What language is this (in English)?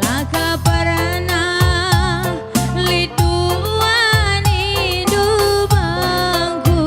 Batak Karo